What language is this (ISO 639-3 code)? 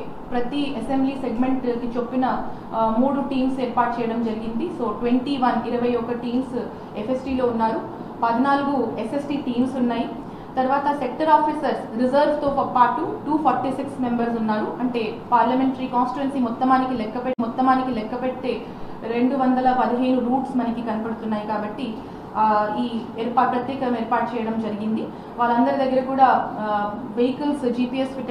tel